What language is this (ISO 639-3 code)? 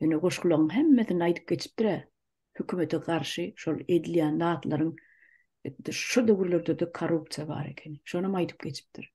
tuk